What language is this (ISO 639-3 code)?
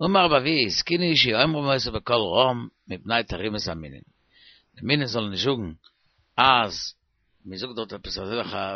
yid